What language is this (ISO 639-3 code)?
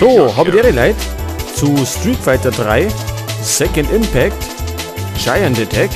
bar